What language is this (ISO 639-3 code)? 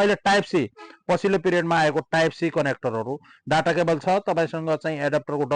nep